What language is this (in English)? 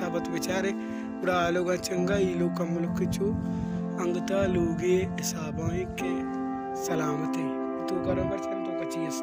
Baluchi